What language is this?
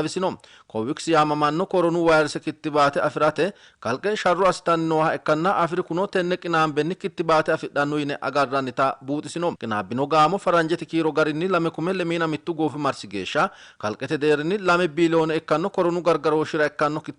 Sidamo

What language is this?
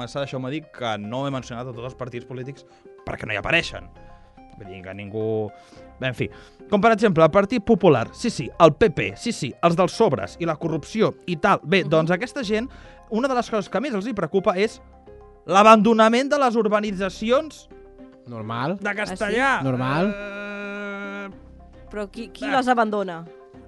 Catalan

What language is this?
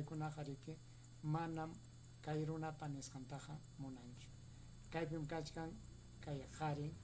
Ayacucho Quechua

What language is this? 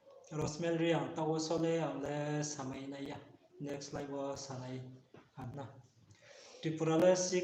Riang (India)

